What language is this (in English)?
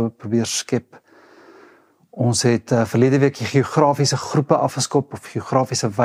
Afrikaans